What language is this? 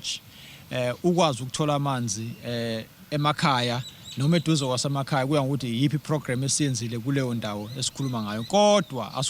Zulu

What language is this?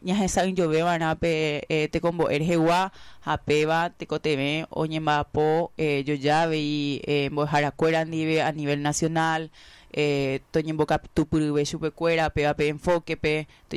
Guarani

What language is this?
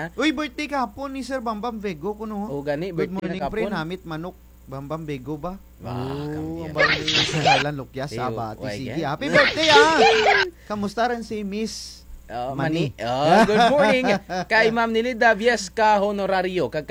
Kinaray-a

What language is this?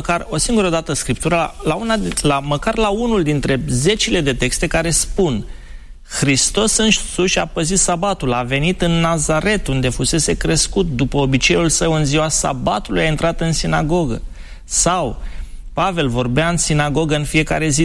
Romanian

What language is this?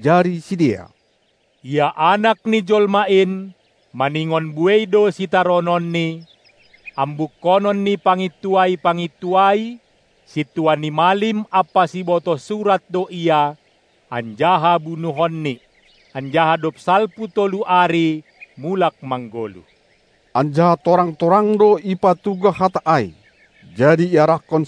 Batak Simalungun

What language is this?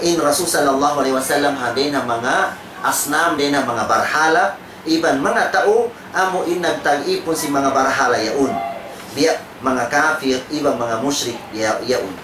Tausug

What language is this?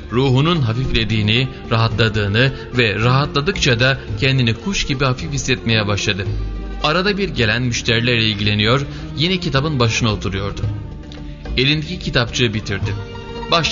Turkish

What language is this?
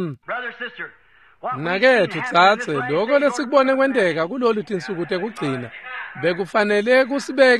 Swati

